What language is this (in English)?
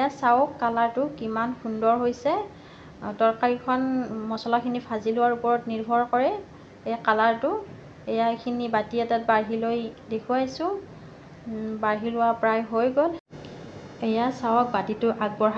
Assamese